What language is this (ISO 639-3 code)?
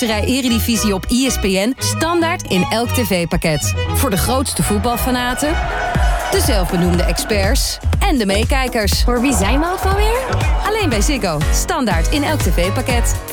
nld